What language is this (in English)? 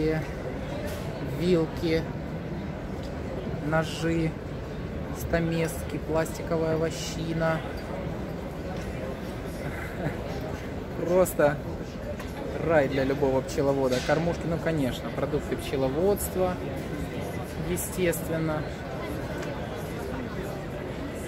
Russian